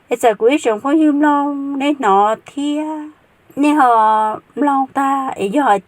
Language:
Hmong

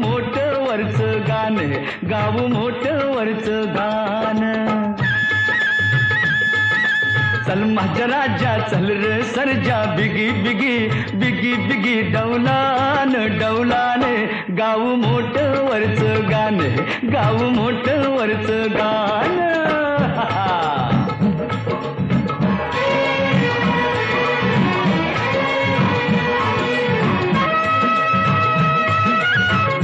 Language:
Marathi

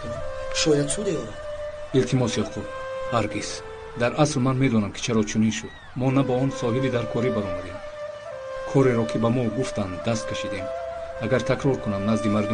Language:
Tajik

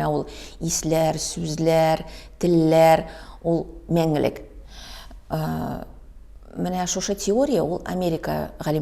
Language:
Tatar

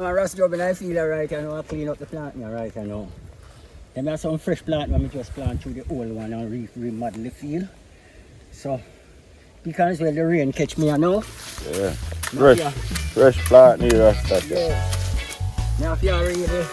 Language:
Jamaican Creole English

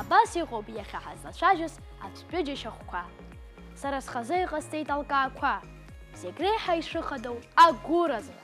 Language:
Abkhazian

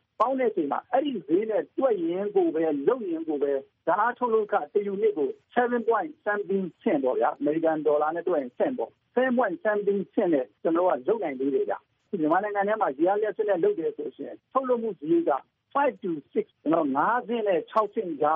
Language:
Burmese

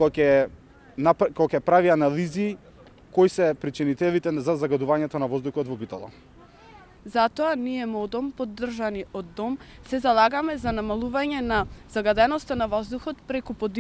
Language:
Macedonian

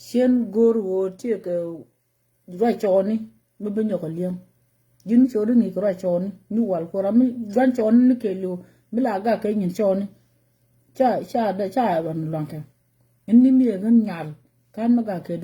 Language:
Nuer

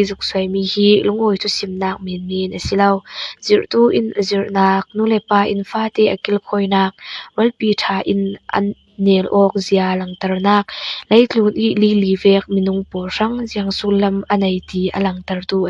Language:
Falam Chin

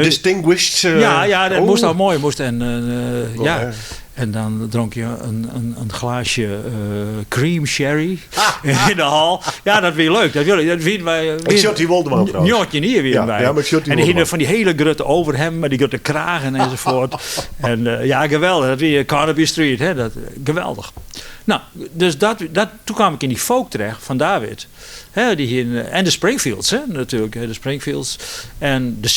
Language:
Western Frisian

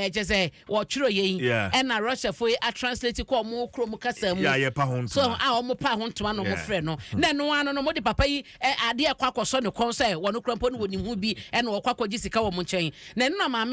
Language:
Akan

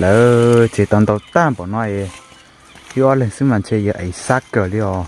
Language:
Hmong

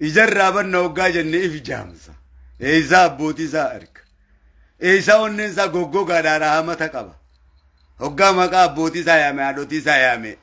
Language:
Oromo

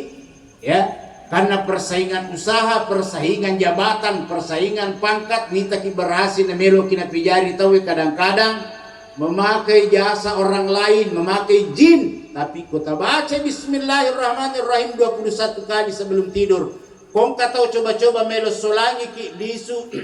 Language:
Buginese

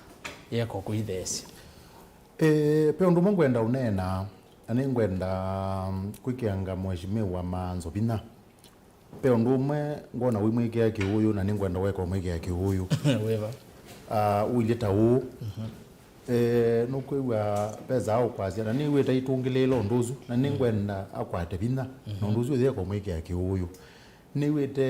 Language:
Kamba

